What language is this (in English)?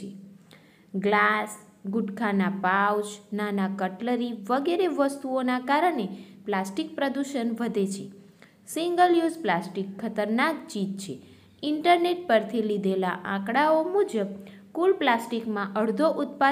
Gujarati